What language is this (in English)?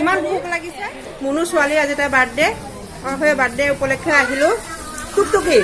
Assamese